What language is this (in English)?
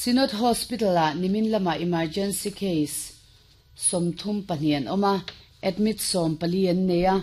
Mizo